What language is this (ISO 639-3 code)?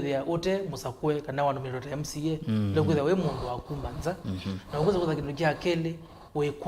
kam